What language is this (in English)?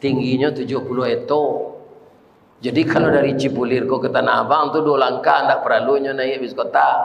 Minangkabau